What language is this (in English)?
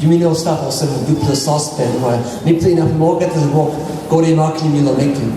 Tok Pisin